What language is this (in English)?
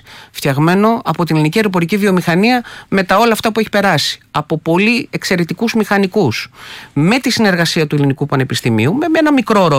Greek